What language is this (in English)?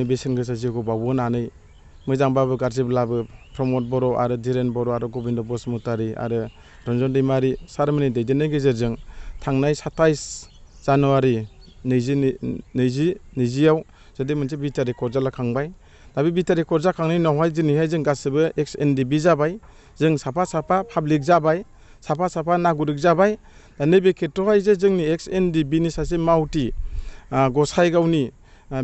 Bodo